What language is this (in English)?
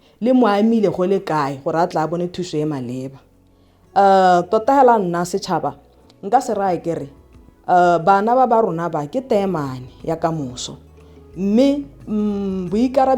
Tswana